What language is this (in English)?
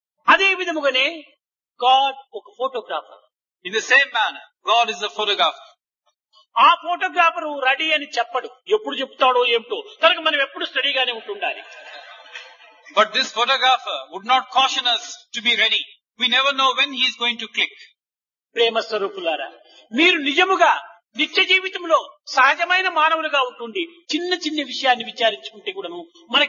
Telugu